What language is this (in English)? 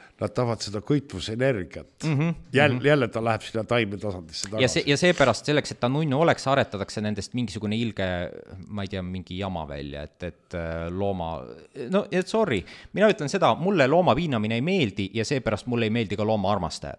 Estonian